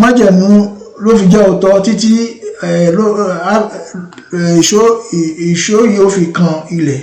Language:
Yoruba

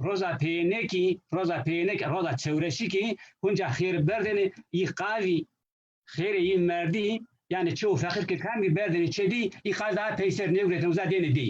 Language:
Zaza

